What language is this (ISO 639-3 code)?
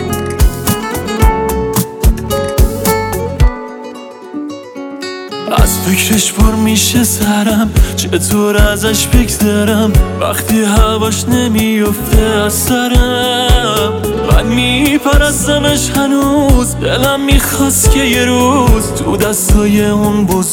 fas